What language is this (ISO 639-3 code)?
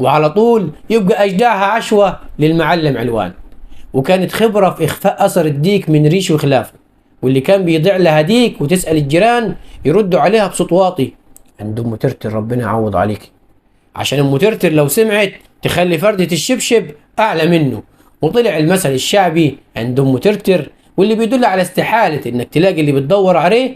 arz